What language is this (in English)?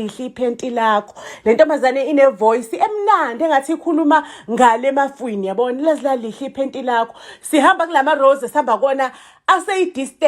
Zulu